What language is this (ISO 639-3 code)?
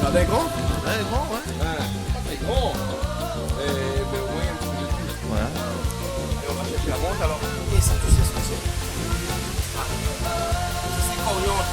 rcf